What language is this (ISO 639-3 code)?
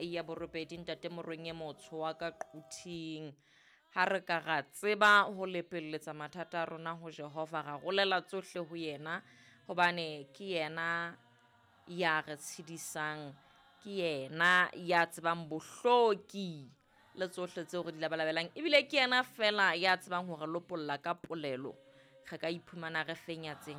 sot